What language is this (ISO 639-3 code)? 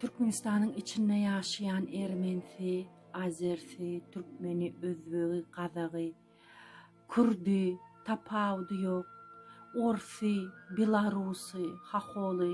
tuk